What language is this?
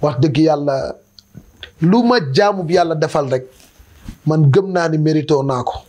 Wolof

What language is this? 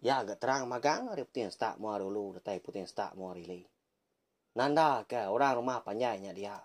Iban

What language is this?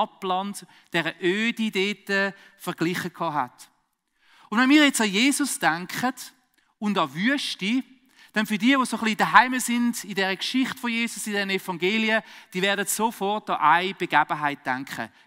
Swiss German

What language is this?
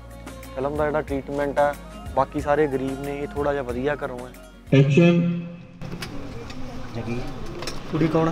Punjabi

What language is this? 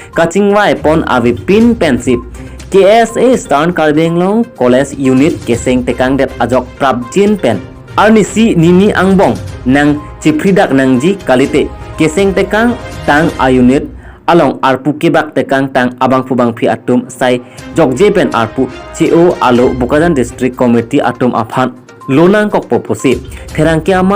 Karbi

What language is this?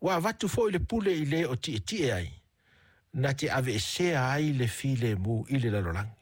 Samoan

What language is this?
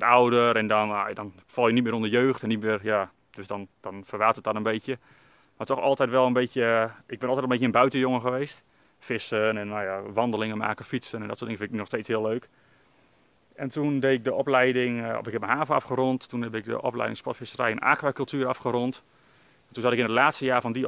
Dutch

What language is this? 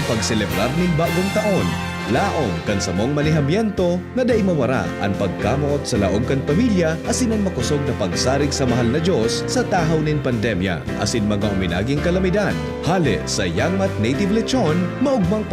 Bikol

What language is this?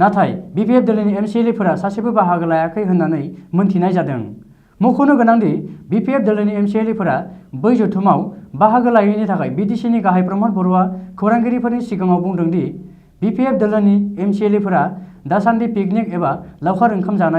Bodo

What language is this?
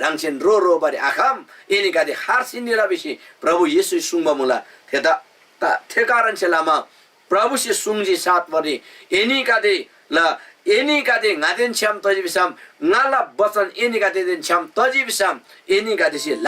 Eastern Tamang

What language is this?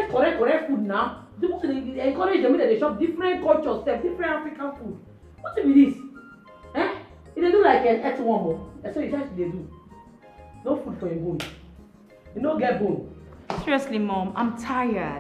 Nigerian Pidgin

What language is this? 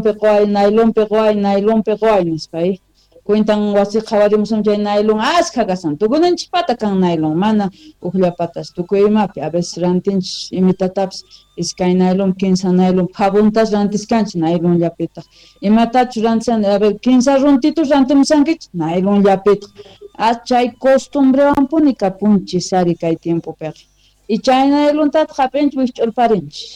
South Bolivian Quechua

